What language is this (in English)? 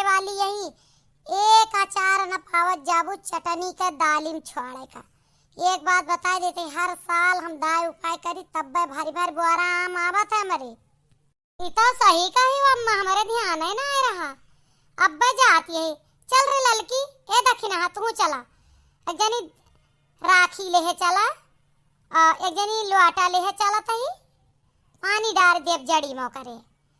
Awadhi